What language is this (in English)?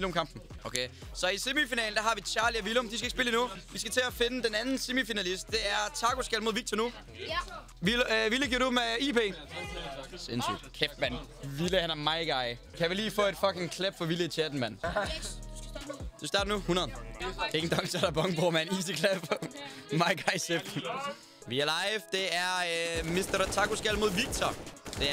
Danish